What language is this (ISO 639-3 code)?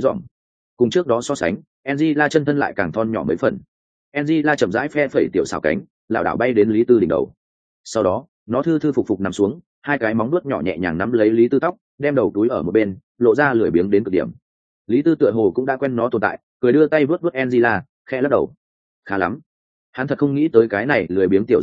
vie